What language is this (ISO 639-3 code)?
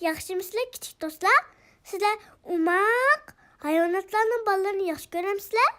uig